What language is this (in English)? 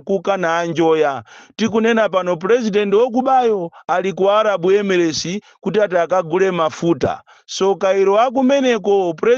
Nyanja